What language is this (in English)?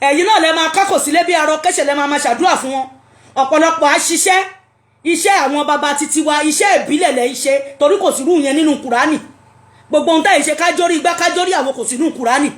Yoruba